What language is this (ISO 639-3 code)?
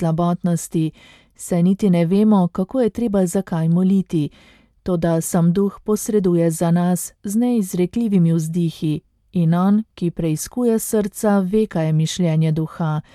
slv